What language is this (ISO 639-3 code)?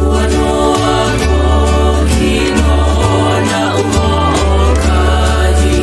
haw